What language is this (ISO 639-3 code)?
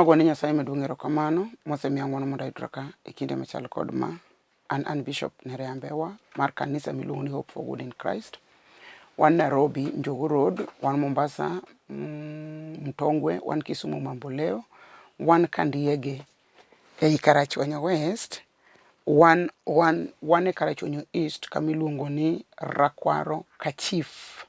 luo